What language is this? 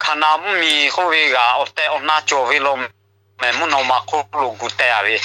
Lahu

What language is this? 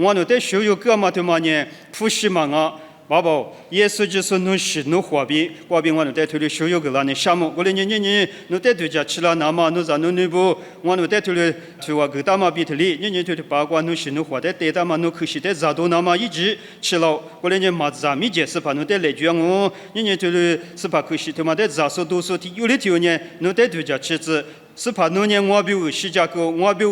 Lisu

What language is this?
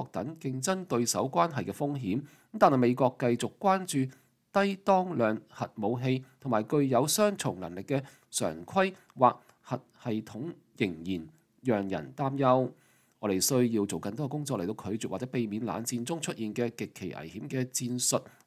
Cantonese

